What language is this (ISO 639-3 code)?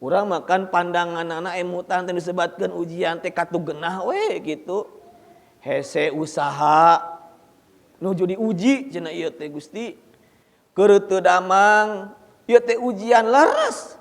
sun